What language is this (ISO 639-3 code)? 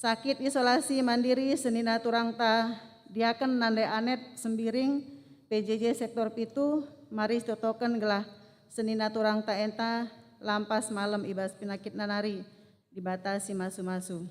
btx